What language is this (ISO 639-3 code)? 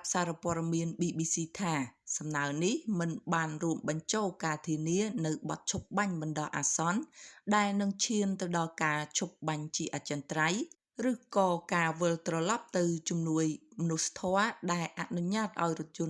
khm